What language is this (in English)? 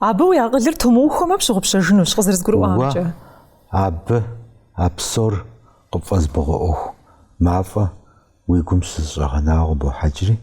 Kabardian